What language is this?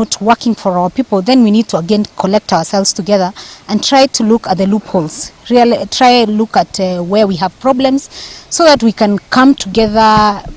Gusii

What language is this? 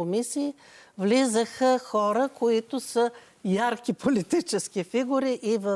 Bulgarian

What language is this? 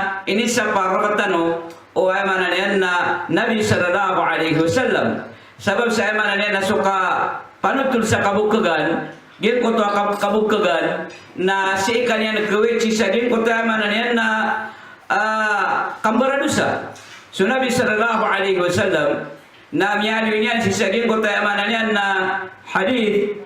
Maranao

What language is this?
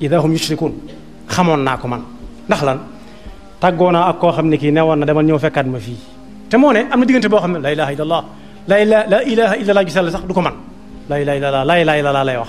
Wolof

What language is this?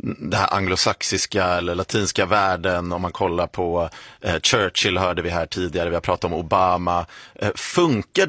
Swedish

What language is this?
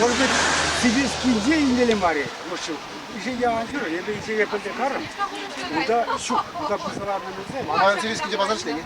Chuvash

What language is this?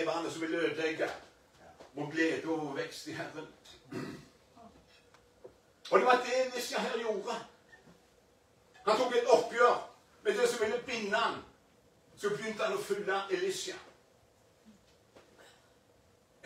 Norwegian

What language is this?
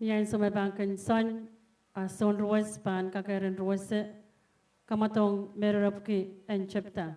Pohnpeian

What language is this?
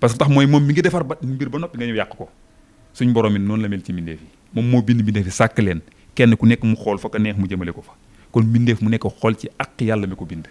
Wolof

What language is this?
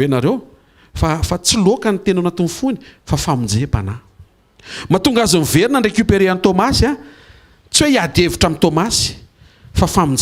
Malagasy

